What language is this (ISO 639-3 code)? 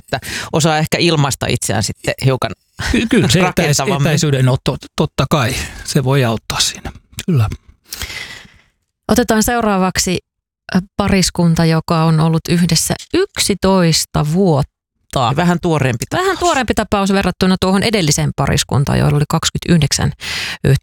fin